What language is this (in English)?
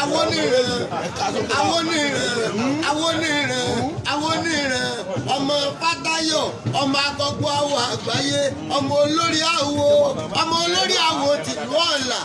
Yoruba